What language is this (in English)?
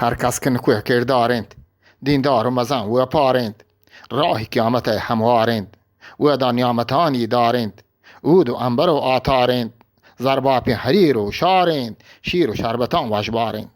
Eastern Balochi